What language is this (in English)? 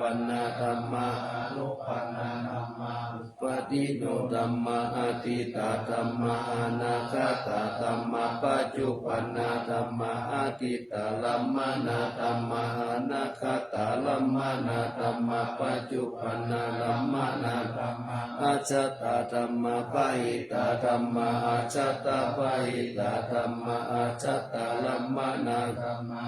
Pali